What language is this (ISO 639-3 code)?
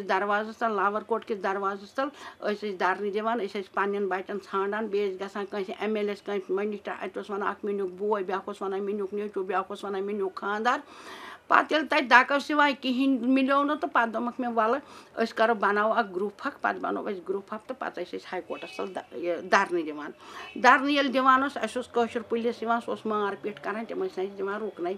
kas